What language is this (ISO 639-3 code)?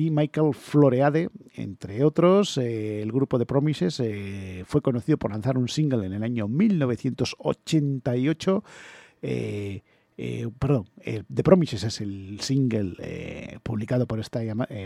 spa